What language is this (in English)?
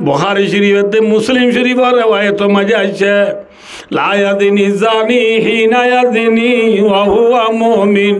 Rohingya